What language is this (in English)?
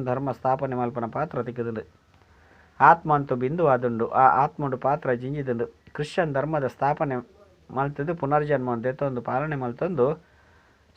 Tulu